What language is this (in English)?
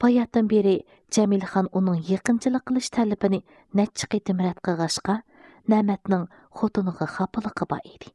Uyghur